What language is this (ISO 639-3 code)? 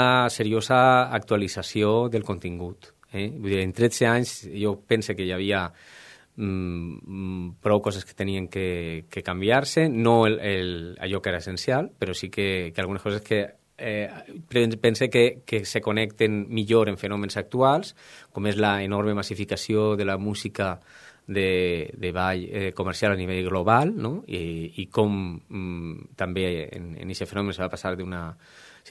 cat